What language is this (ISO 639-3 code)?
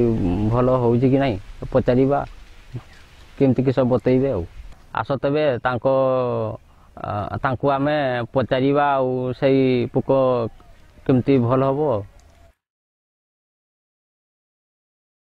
ori